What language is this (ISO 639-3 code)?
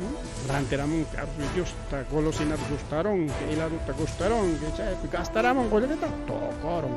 quy